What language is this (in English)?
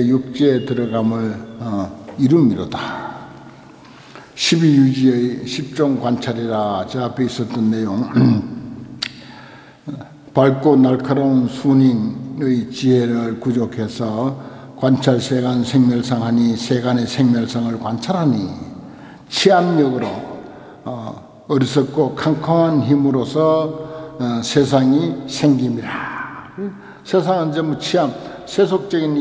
Korean